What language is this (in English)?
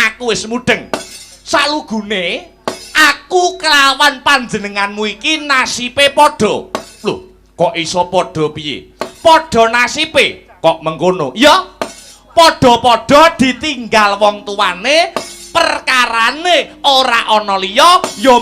Javanese